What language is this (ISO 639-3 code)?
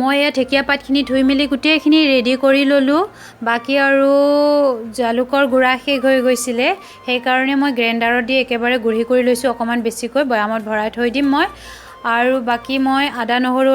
asm